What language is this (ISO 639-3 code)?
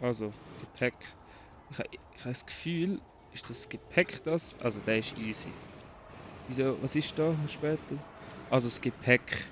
gsw